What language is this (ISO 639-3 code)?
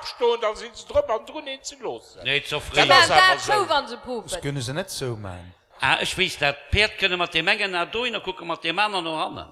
ltz